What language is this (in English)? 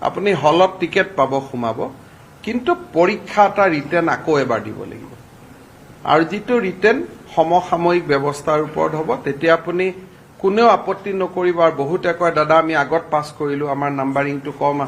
Assamese